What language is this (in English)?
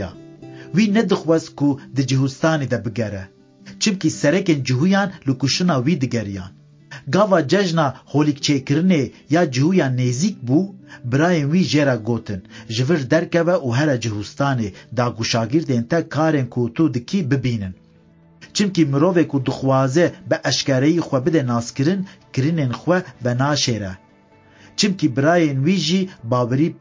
Kurdish